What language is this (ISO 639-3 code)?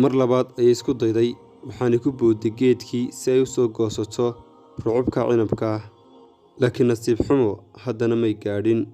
som